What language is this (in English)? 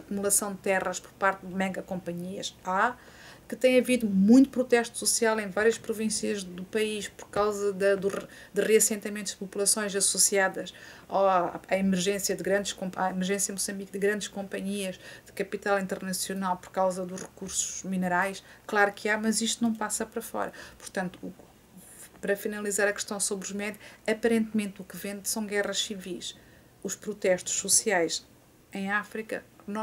Portuguese